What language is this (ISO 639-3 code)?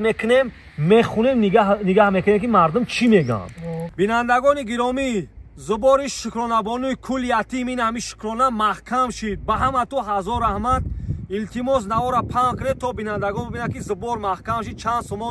tgk